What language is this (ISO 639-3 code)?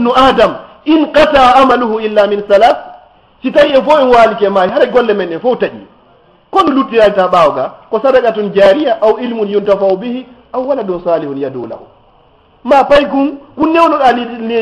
ful